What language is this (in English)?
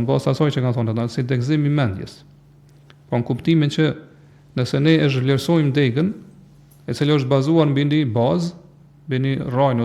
Albanian